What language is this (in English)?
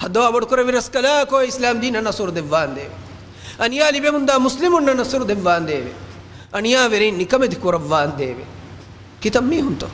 Divehi